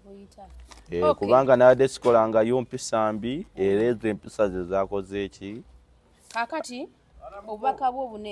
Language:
Ganda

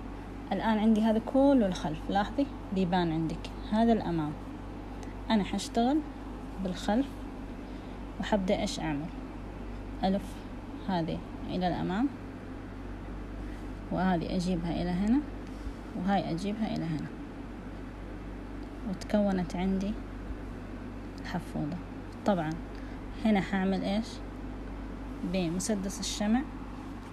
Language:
Hijazi Arabic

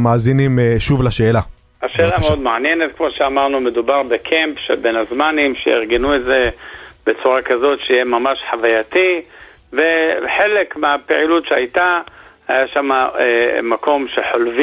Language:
Hebrew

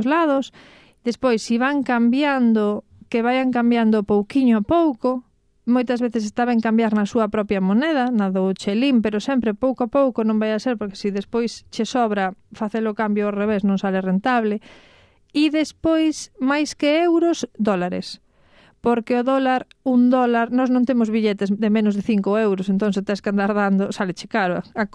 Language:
Galician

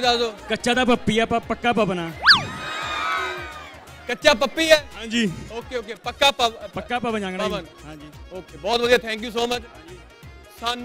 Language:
Punjabi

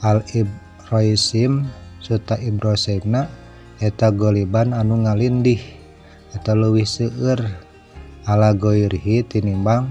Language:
Sundanese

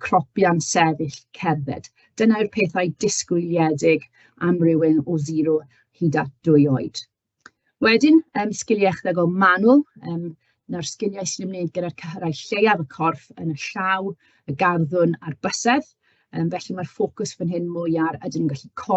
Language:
Welsh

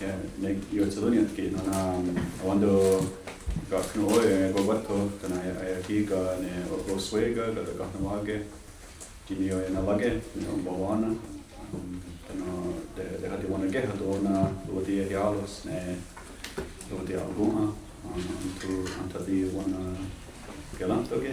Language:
Mohawk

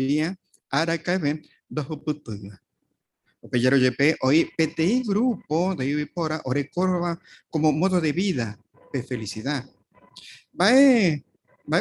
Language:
Guarani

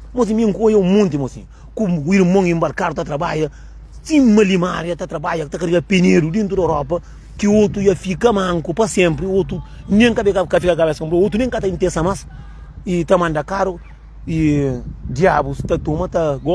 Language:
Kabuverdianu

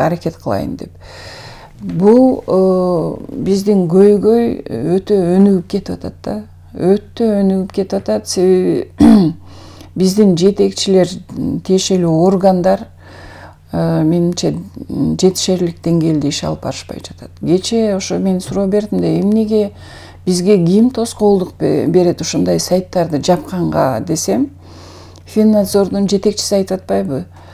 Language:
Kyrgyz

